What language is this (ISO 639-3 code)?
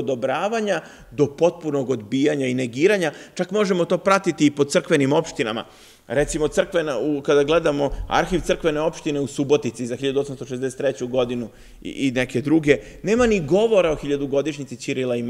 srp